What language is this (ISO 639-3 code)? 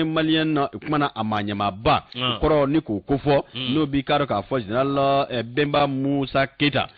bam